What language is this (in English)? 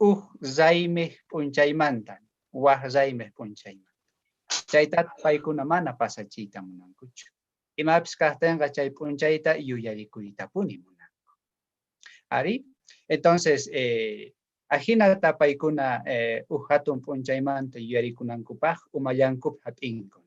South Bolivian Quechua